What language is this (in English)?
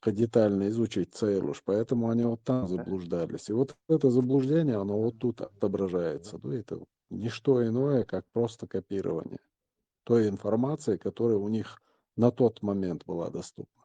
Chechen